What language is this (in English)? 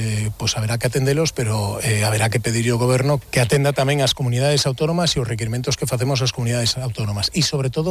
Galician